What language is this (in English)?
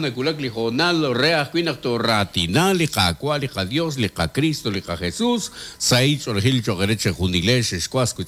Kekchí